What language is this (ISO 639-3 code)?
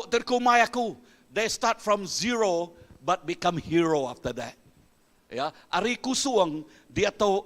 iba